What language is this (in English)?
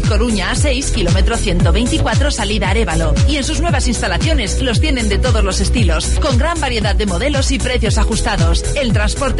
Spanish